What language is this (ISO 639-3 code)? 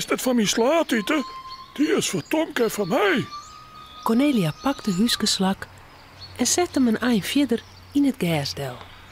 fry